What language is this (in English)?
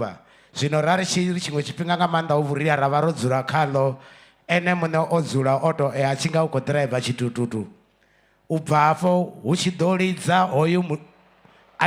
Venda